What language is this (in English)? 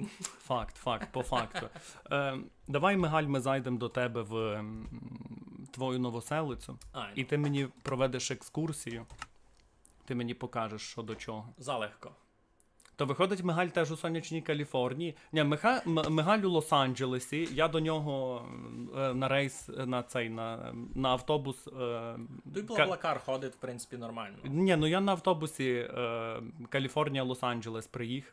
Rusyn